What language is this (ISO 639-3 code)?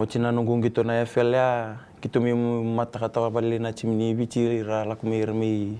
fij